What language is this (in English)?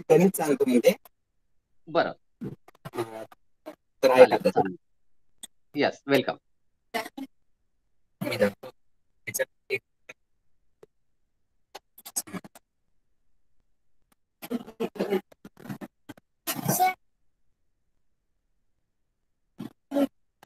Marathi